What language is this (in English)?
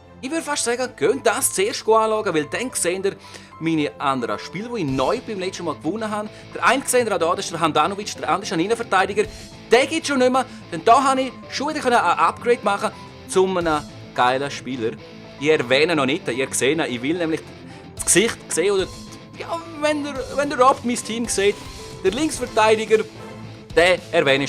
Swiss German